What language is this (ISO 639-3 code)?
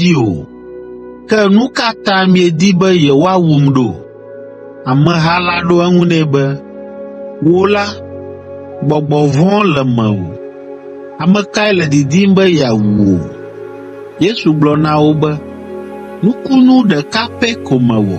ewe